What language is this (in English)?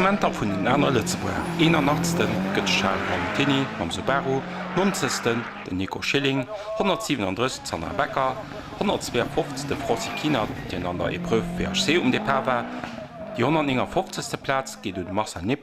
Luxembourgish